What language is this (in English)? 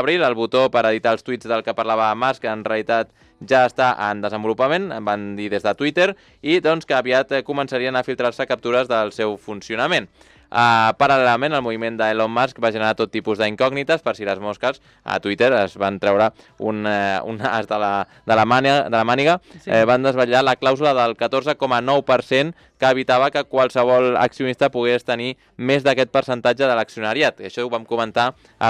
Catalan